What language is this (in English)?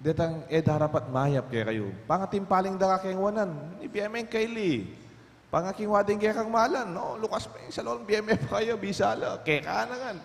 Pampanga